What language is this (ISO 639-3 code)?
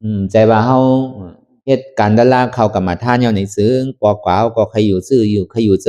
shn